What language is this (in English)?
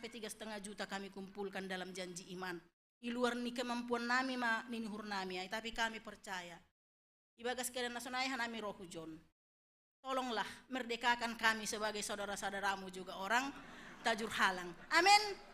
Batak Simalungun